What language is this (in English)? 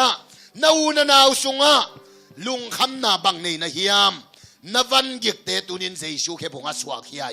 Tedim Chin